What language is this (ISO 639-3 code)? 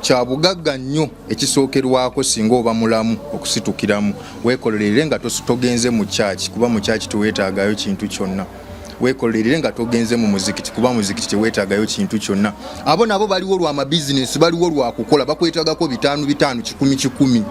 lug